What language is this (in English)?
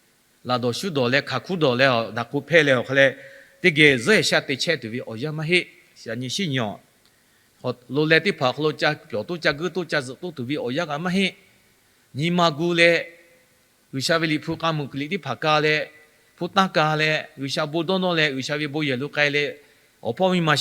Lahu